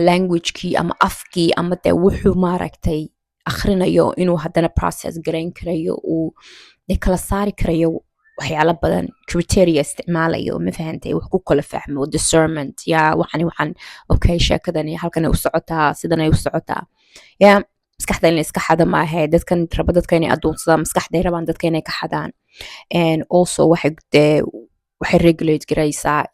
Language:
Somali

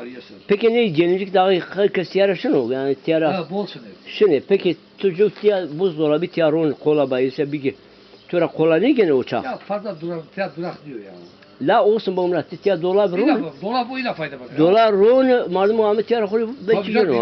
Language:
Zaza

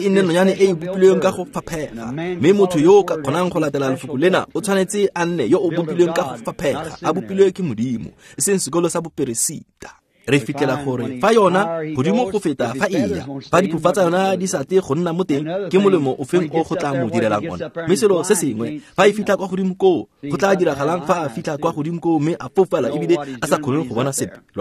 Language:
Tswana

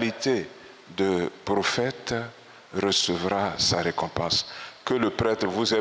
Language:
French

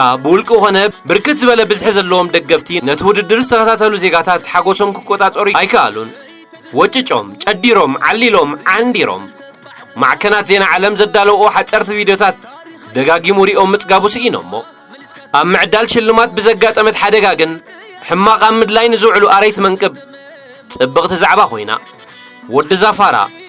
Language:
Tigrinya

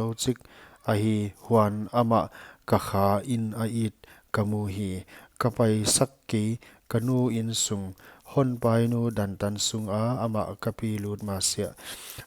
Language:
Paite Chin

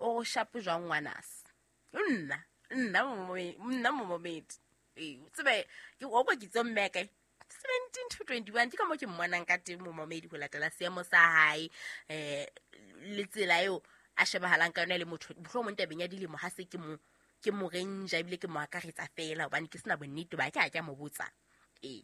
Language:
Southern Sotho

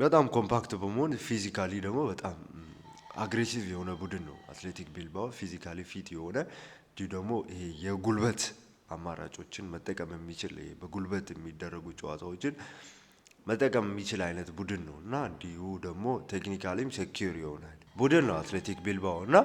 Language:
Amharic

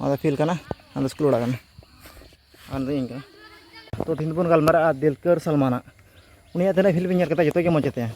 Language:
Santali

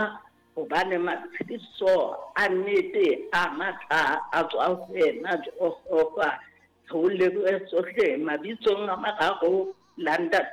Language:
Southern Sotho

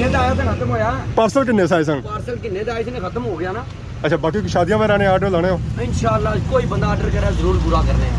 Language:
Pahari-Potwari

